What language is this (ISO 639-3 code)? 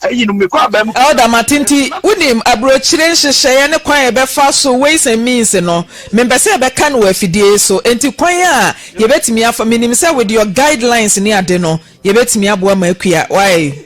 aka